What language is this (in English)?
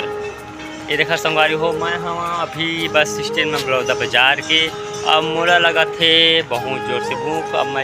Chhattisgarhi